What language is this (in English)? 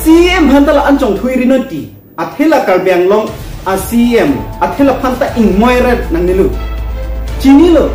Karbi